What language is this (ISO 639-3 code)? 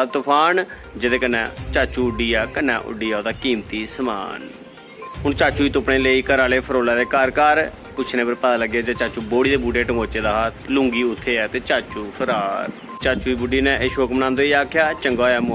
doi